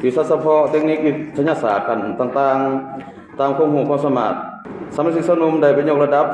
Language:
Lao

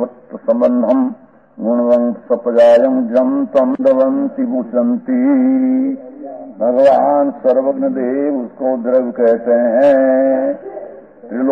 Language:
Hindi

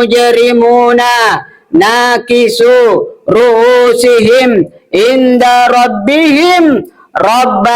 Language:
Buginese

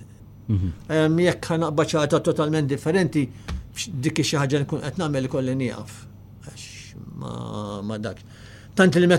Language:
Maltese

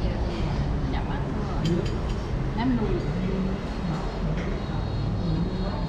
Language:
Vietnamese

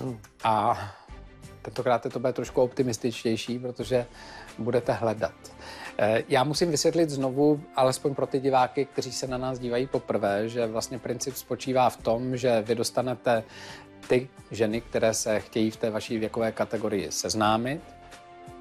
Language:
Czech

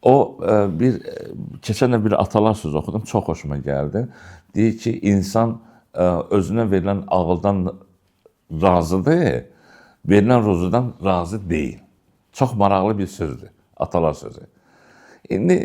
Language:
Azerbaijani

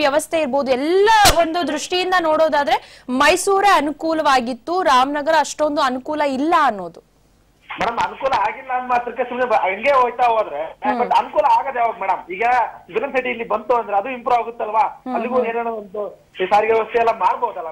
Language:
Kannada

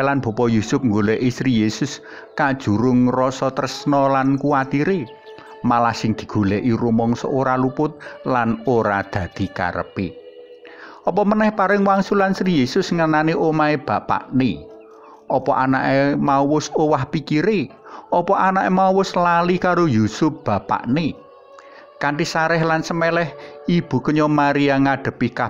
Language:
Javanese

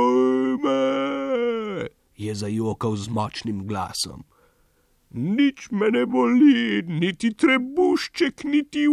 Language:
Slovenian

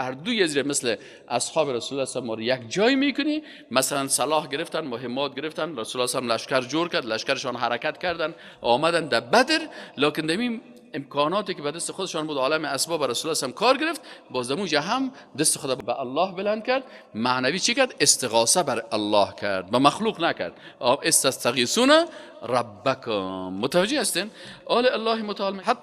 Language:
Persian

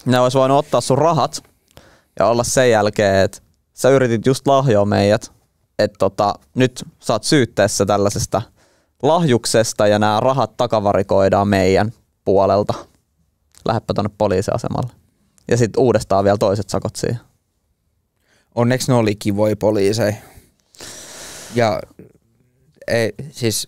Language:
Finnish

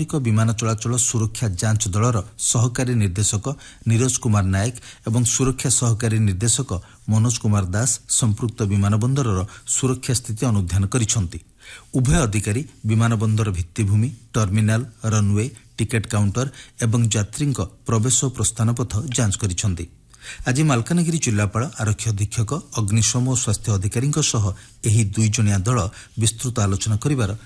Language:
Odia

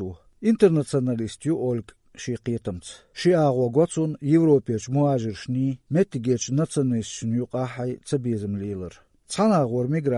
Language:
Chechen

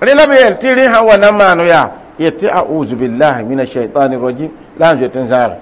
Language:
Mossi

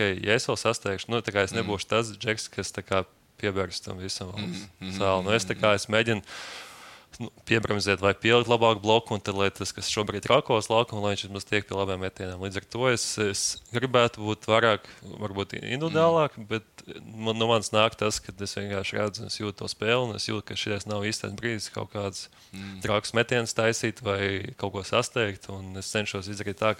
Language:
Latvian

